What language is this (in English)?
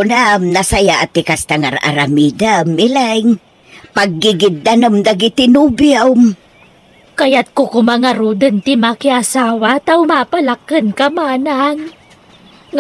Iloko